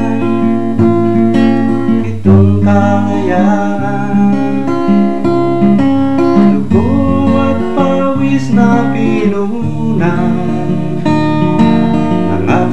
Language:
Filipino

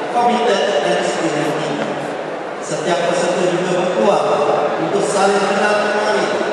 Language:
Malay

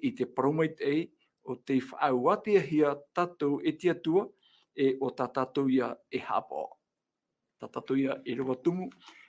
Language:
Tahitian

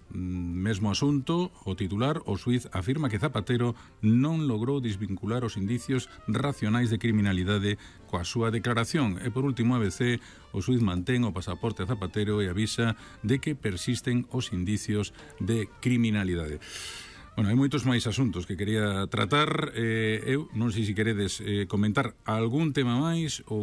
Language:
Galician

